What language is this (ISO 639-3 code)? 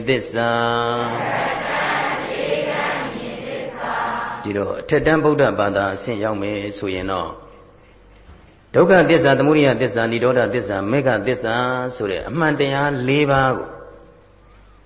mya